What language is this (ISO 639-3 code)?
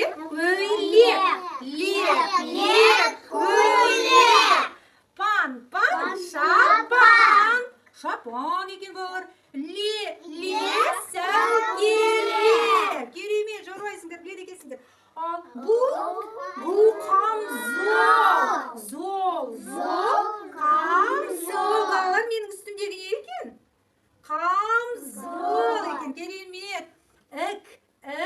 kaz